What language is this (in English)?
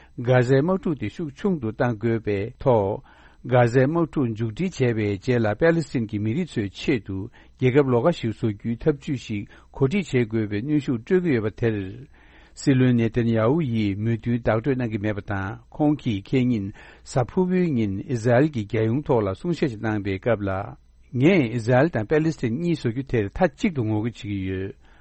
Tibetan